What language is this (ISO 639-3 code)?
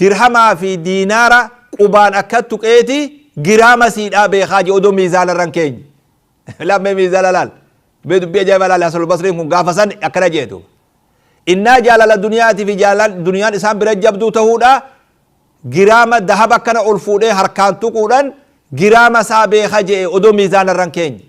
orm